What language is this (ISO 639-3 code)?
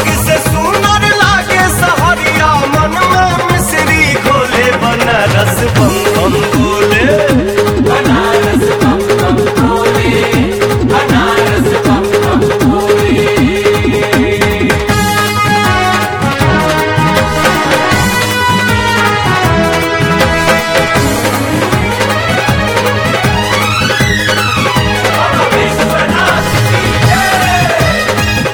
bho